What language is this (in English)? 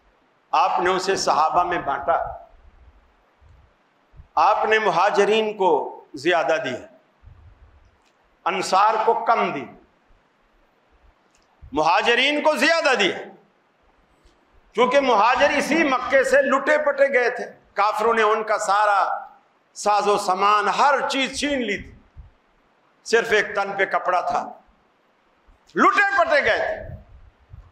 Urdu